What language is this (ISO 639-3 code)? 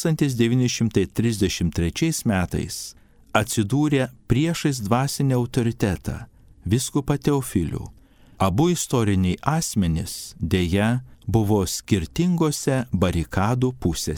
lit